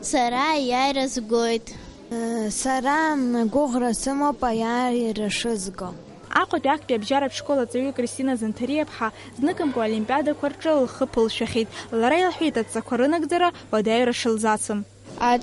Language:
Abkhazian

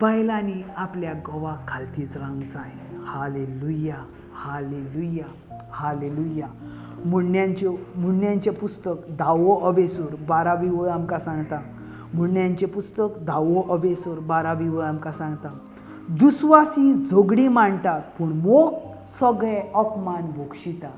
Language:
Konkani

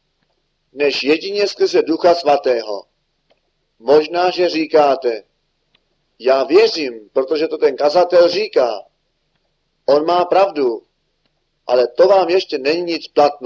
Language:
Czech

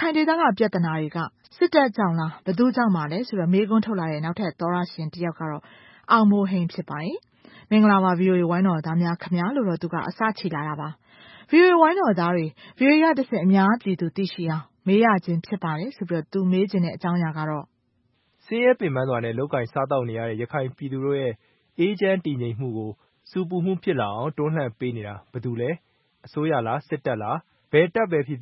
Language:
Burmese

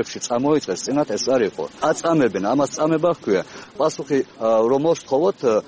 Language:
Georgian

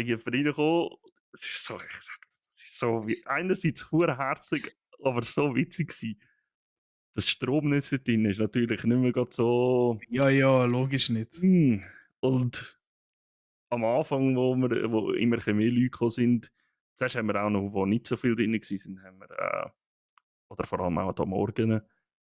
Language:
Swiss German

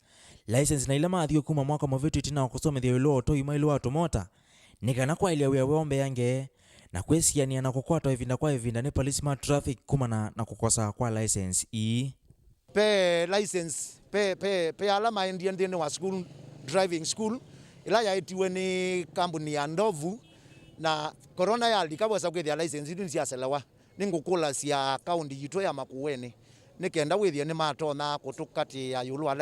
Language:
Kamba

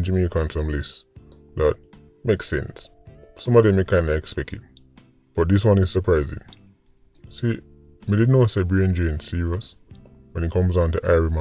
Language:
Jamaican Creole English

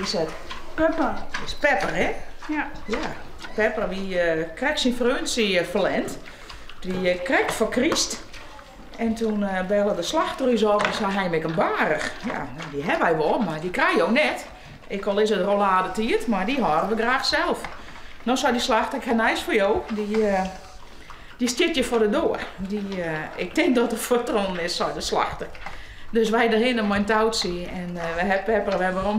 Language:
Western Frisian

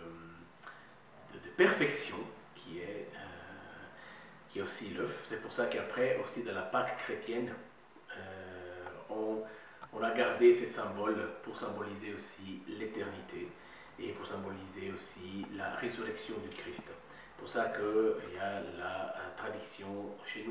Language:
French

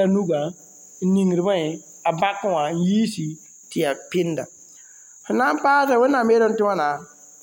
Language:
Mossi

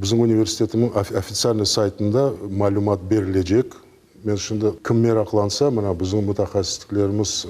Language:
Crimean Tatar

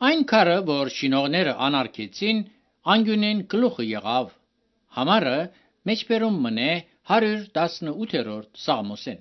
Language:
Armenian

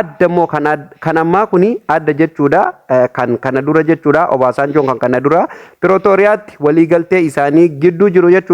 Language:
Oromo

